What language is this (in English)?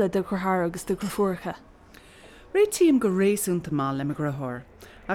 Irish